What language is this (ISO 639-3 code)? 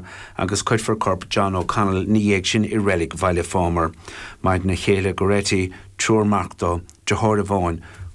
gle